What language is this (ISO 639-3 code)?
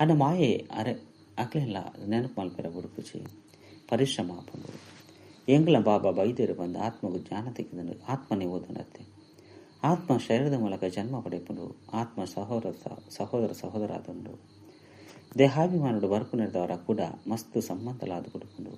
tcy